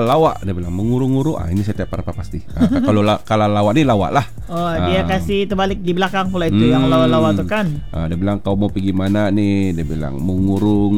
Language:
Malay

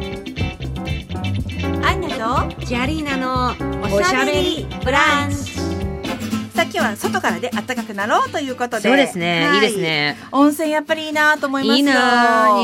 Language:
Japanese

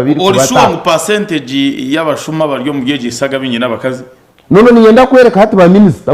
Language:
Nyankole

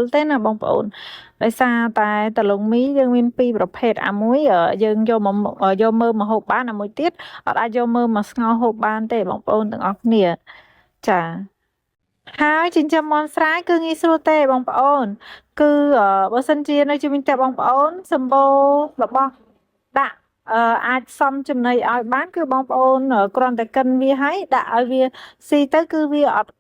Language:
Khmer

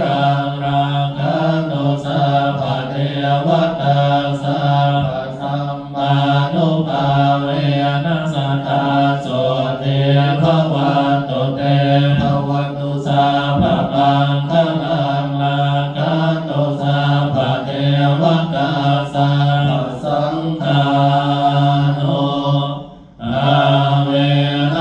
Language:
Pali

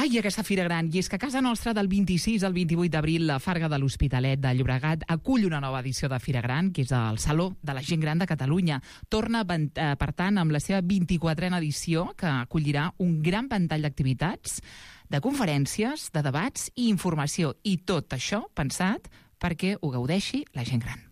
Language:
Catalan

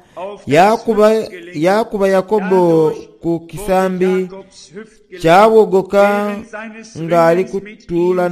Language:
Soga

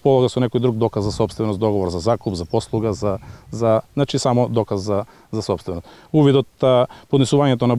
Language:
Macedonian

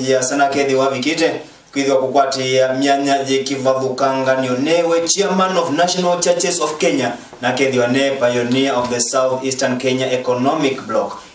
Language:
Kamba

